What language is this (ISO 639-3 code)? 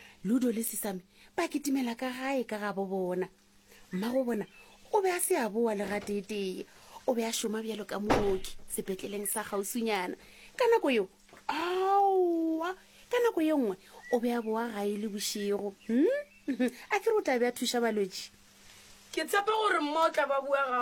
nso